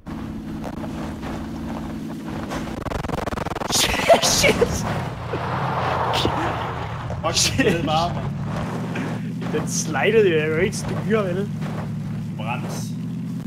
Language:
Danish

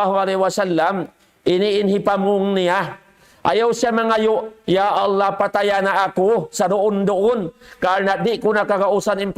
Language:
Tausug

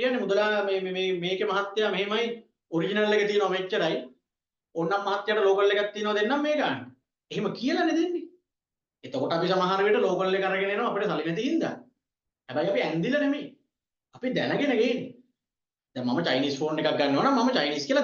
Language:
Sinhala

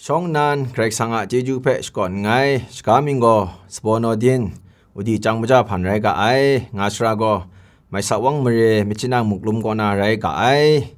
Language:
Kachin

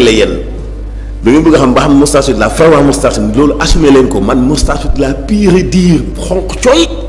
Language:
Wolof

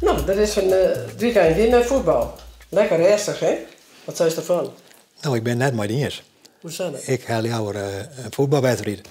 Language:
Western Frisian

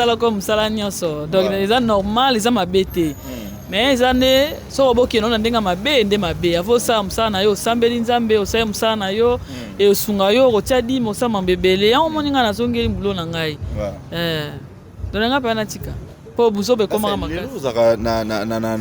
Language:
Lingala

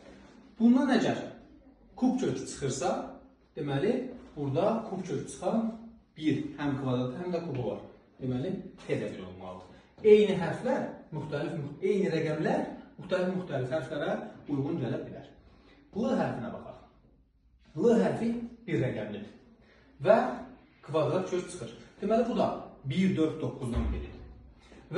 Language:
Azerbaijani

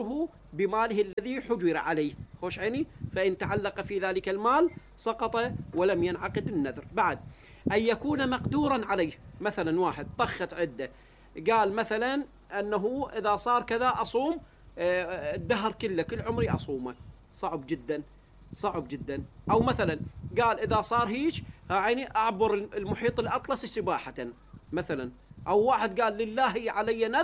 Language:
Mesopotamian Arabic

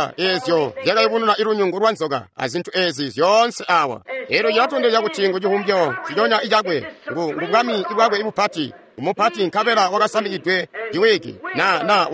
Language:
Tonga (Zambia)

